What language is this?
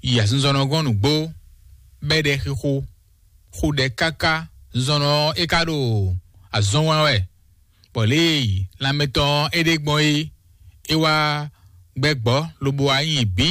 Fon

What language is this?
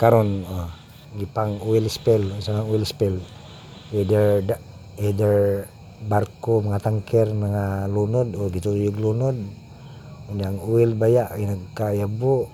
Cebuano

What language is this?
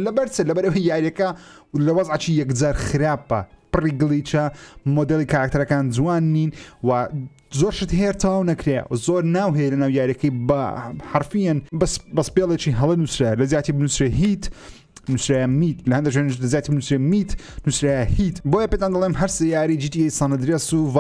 Central Kurdish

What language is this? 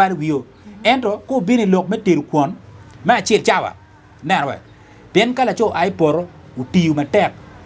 Acoli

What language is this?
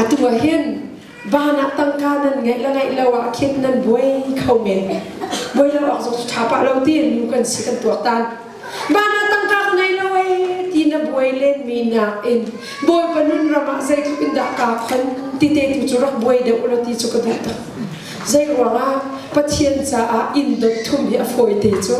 Hakha Chin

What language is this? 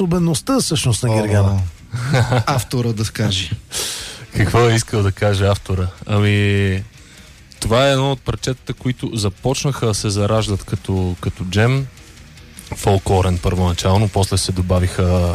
Bulgarian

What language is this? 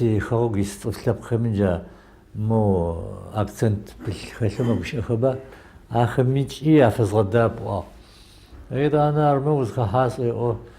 Adyghe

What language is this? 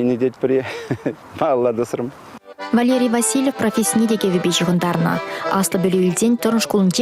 Chuvash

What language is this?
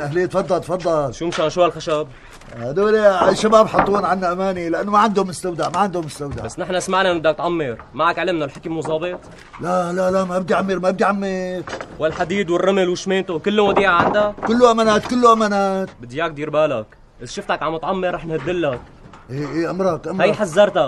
North Levantine Arabic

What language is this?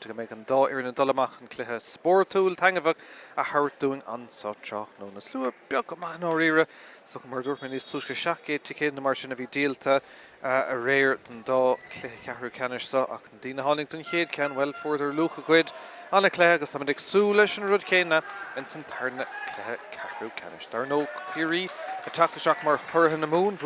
Irish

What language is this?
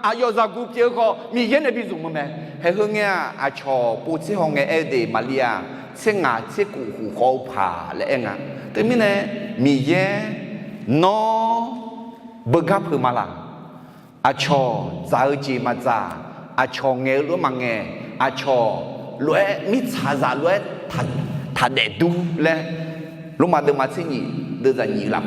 Akha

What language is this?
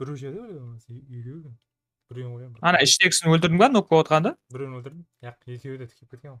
Kara-Kalpak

